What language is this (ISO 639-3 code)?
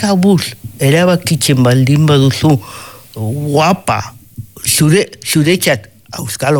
eus